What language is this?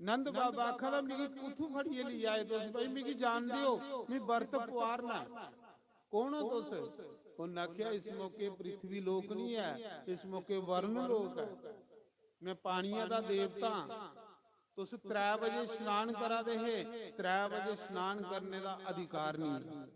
Dogri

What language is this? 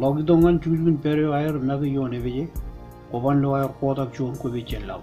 Marshallese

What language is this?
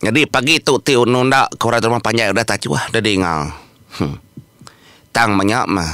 Iban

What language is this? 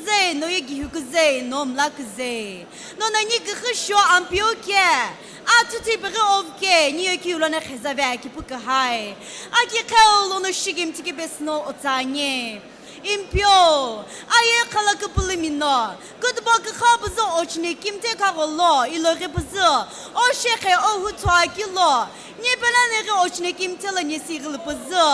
Sumi Naga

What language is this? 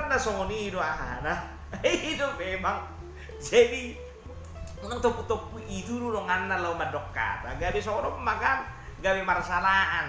Batak Toba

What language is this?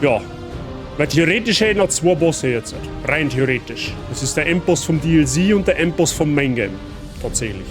Bavarian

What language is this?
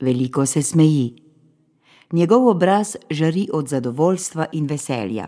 Slovenian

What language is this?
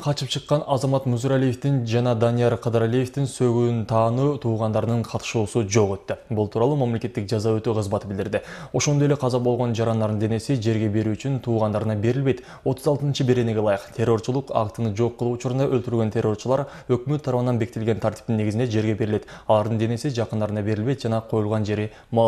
Kyrgyz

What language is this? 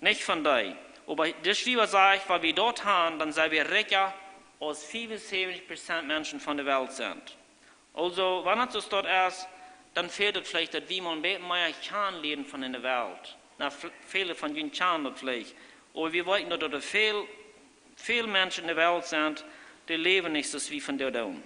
Plautdietsch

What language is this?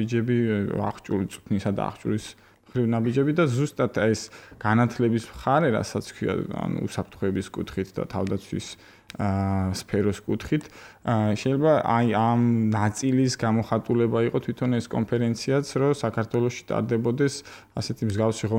Georgian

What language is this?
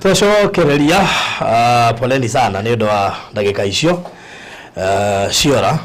Kikuyu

